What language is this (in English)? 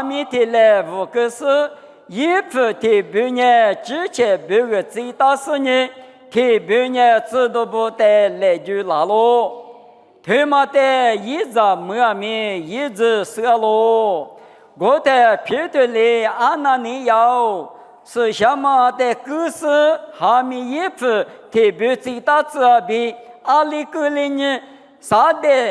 Lisu